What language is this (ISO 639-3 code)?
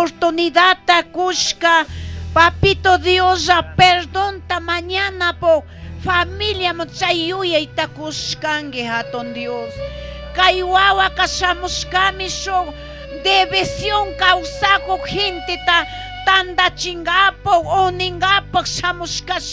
qug